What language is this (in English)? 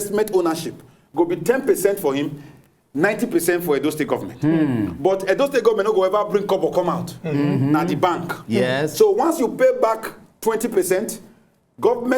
Nigerian Pidgin